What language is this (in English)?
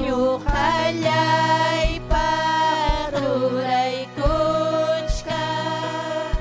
Ayacucho Quechua